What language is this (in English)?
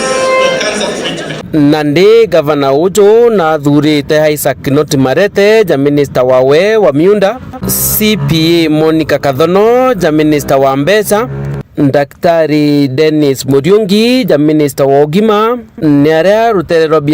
Meru